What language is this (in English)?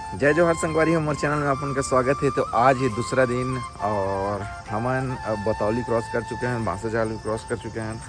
Chhattisgarhi